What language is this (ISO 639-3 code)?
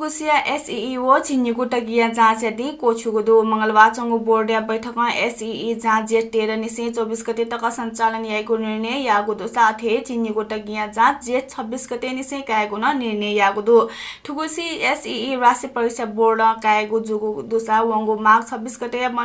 new